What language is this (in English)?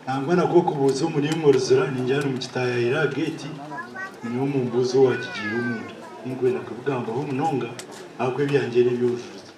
Nyankole